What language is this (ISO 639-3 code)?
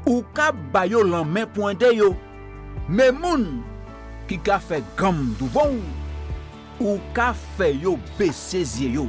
gcf